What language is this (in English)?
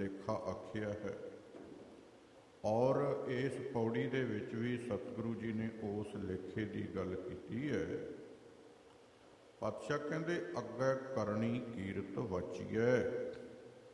Punjabi